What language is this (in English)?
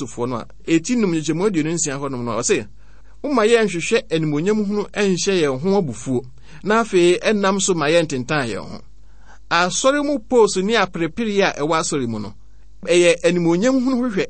Akan